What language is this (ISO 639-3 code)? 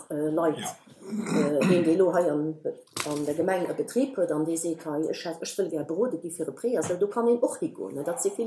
ltz